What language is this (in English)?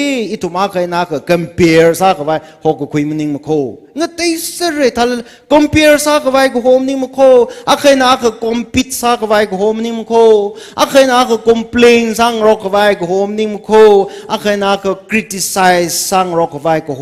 Tangkhul Naga (India)